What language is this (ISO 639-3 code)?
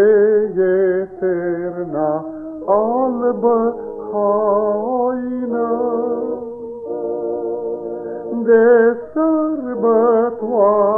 ron